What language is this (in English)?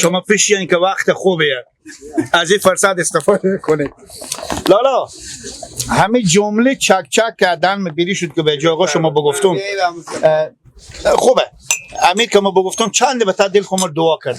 Persian